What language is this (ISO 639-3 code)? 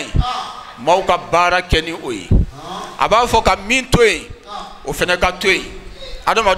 bam